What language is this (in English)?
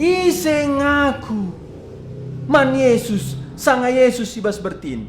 Batak Karo